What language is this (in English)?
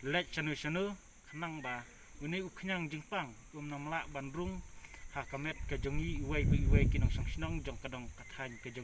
Khasi